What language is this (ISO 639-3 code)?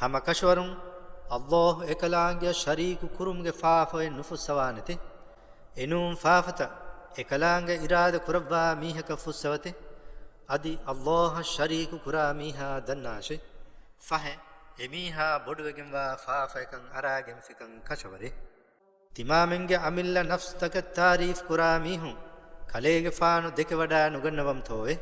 div